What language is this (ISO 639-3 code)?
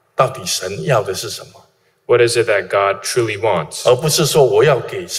zho